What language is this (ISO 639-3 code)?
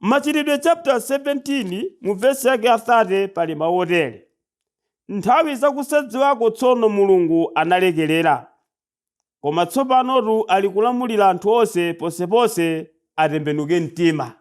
nya